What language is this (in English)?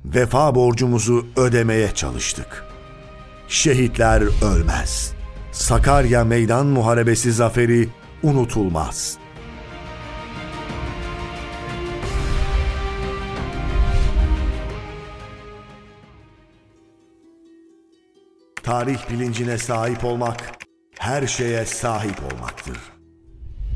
Turkish